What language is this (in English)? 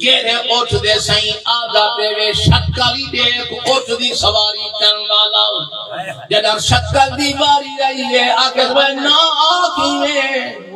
Saraiki